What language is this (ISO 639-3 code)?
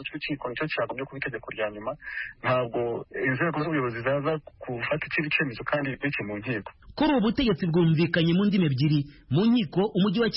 kin